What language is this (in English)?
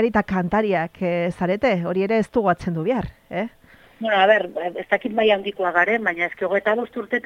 Basque